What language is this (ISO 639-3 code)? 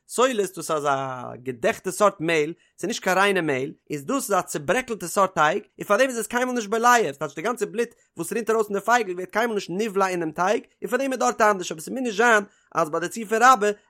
yid